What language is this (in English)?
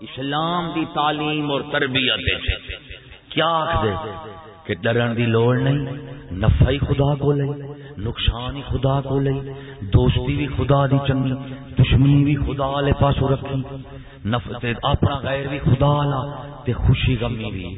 Saraiki